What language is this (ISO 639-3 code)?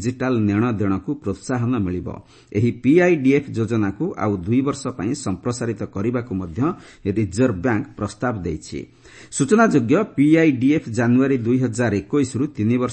ori